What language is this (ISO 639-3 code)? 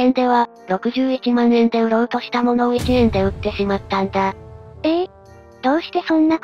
jpn